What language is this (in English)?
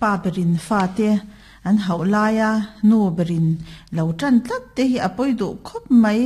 Mizo